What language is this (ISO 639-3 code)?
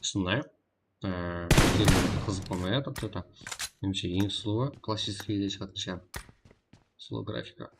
kaa